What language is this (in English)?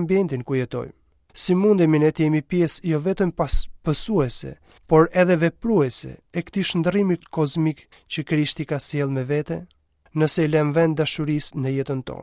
Albanian